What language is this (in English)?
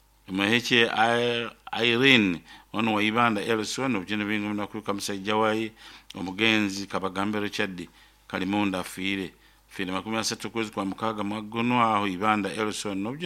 Nyoro